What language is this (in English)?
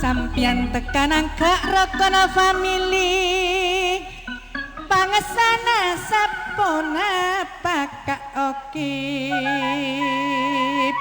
Madurese